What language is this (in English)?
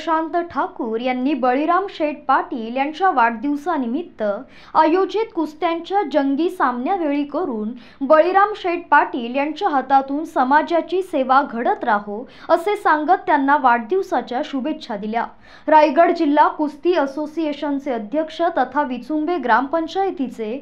Marathi